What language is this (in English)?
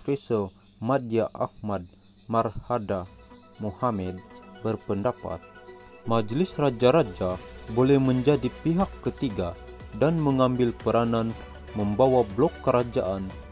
Malay